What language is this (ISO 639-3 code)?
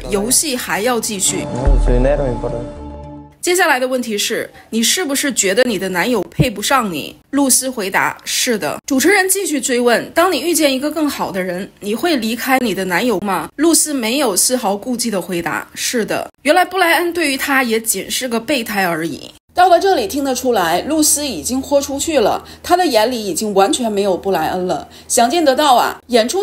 zho